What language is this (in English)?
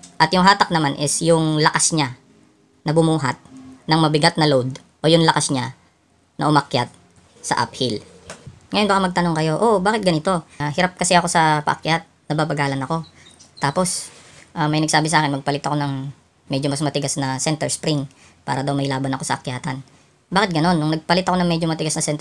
Filipino